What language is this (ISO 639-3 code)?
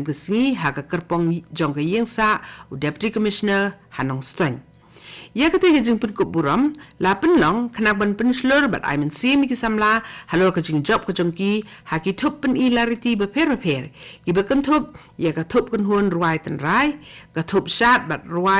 kha